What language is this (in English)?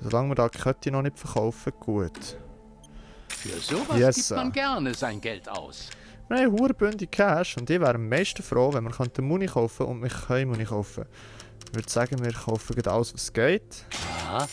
Swiss German